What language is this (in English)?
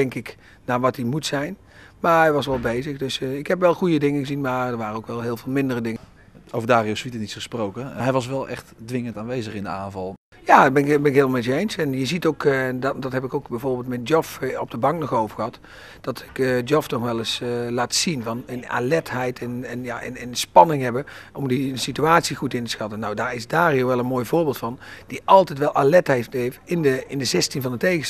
Dutch